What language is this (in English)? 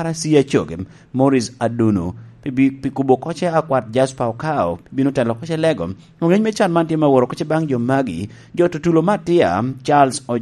Lango (Uganda)